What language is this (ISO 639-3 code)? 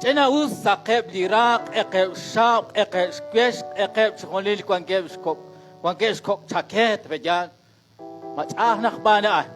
kek